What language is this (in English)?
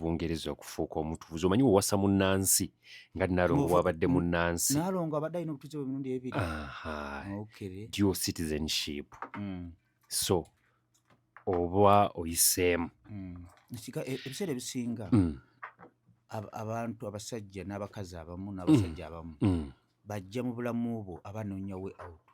Ganda